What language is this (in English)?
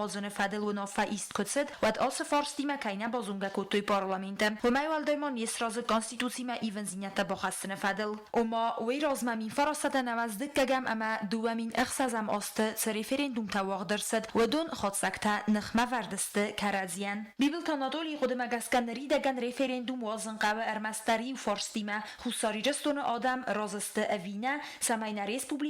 Ossetic